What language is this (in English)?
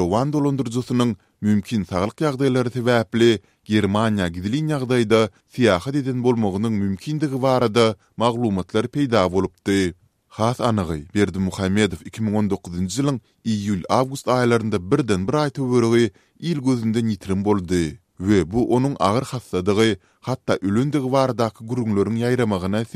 Turkmen